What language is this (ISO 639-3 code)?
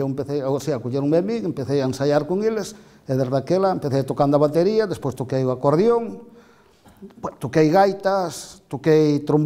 glg